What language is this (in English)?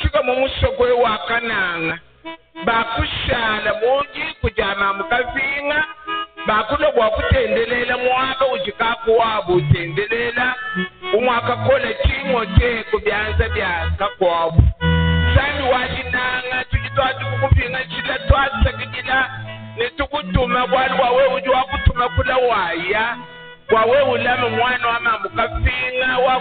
Luba-Lulua